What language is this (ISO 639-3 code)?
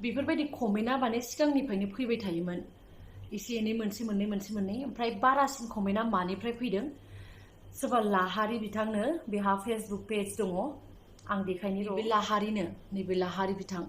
brx